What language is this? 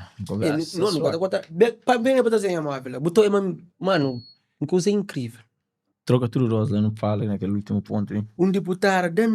Kabuverdianu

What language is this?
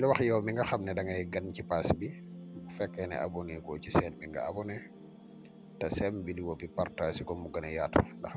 Wolof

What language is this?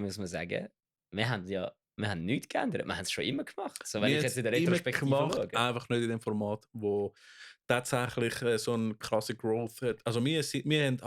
Swiss German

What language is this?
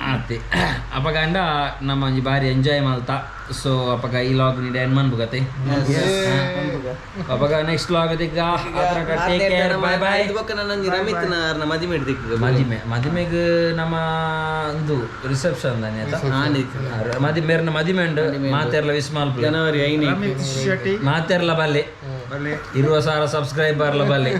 Tulu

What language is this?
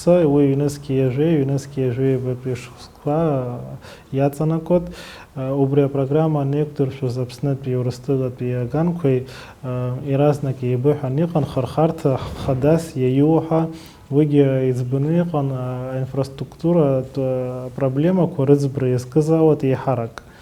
Abkhazian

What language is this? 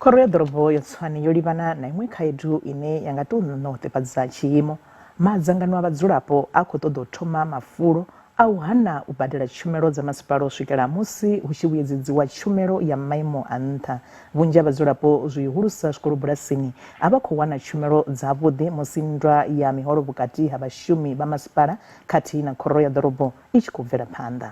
Venda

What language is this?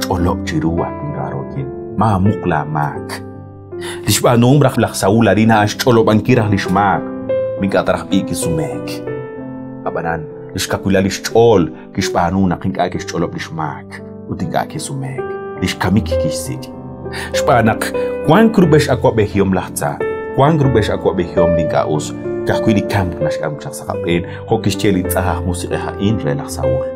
Kekchí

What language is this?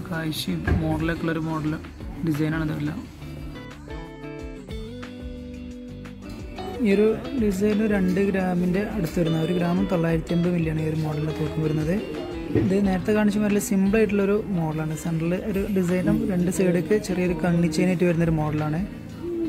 Malayalam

